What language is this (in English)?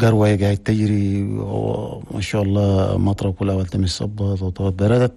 Chadian Arabic